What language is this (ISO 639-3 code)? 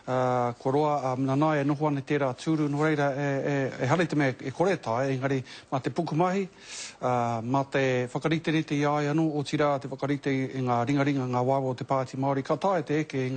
mri